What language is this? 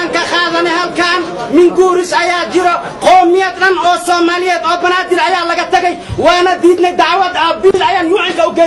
Somali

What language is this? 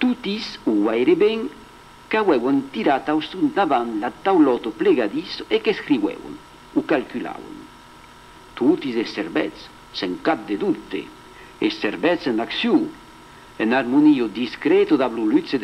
Occitan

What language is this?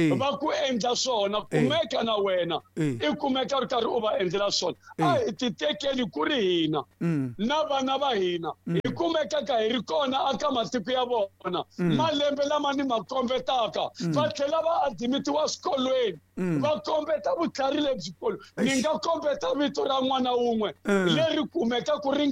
Tsonga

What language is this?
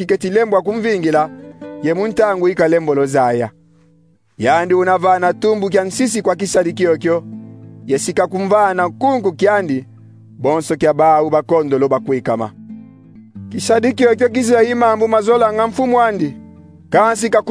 Kongo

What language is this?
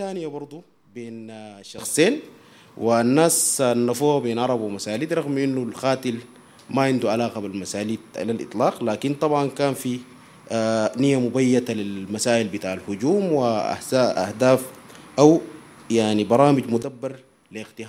Sudanese Arabic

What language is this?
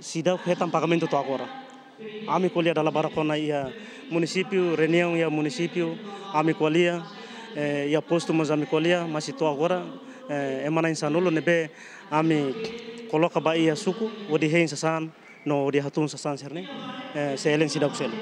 Tetum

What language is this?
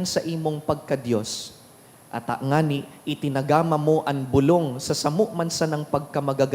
Bikol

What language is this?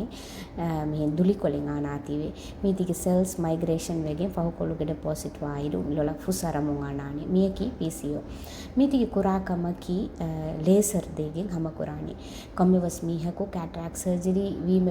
Divehi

